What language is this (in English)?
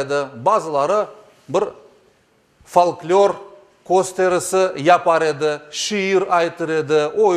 Crimean Tatar